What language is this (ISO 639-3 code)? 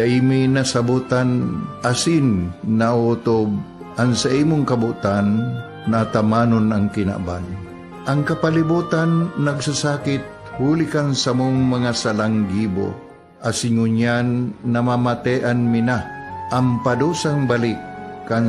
bik